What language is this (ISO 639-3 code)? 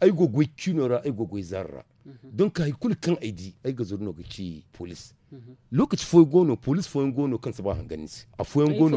dje